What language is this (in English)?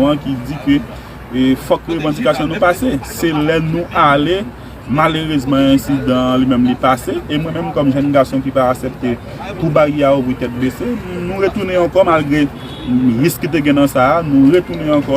Haitian Creole